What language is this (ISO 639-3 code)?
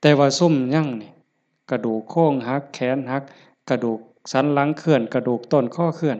tts